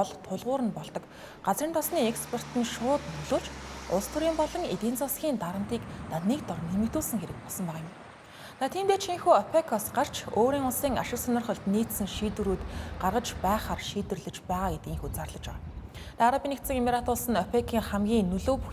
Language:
Mongolian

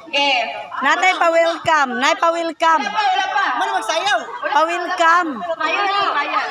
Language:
Cebuano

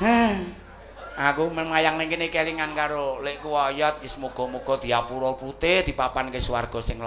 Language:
Javanese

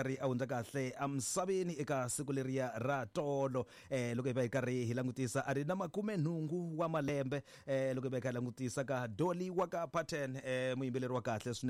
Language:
Tsonga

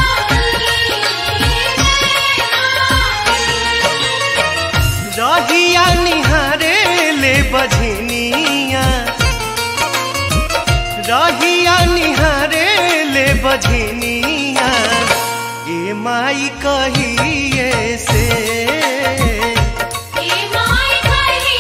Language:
Bhojpuri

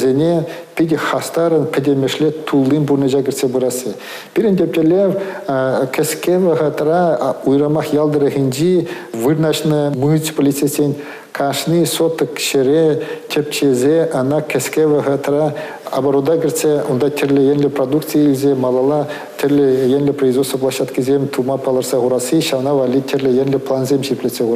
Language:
Chuvash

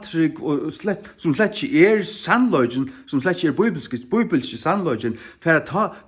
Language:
Faroese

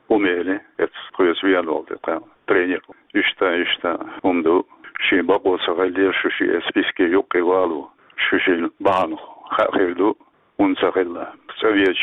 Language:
Chechen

